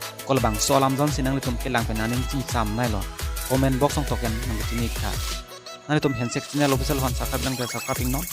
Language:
Karbi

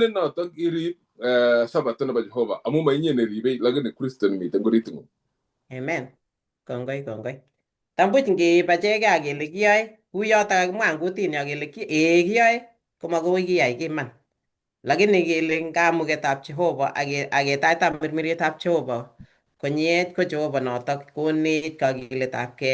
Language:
Kalenjin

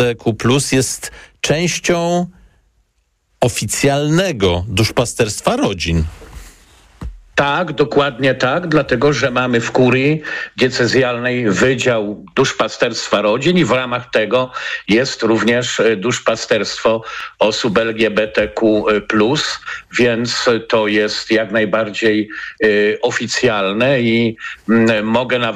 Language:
Polish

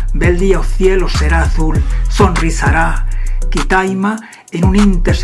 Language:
Aragonese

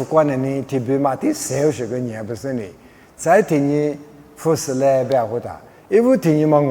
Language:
Lisu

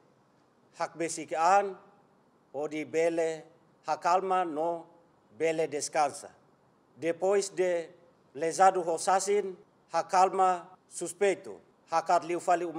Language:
Tetum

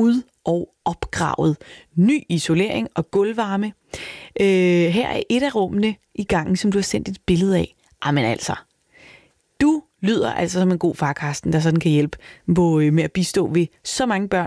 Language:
Danish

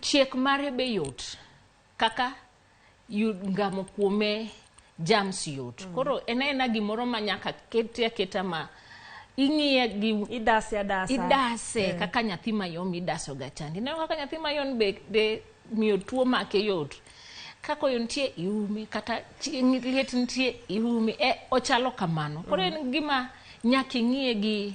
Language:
Luo (Kenya and Tanzania)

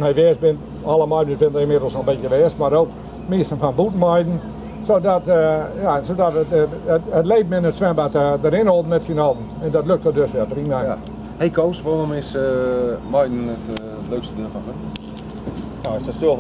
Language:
Dutch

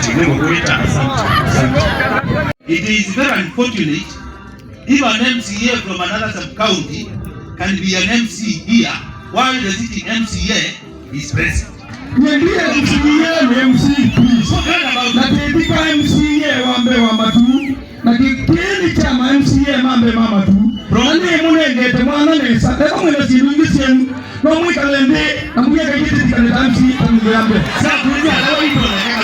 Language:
Kamba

